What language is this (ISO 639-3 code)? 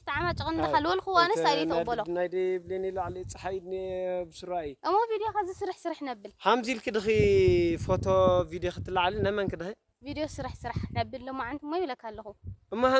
tir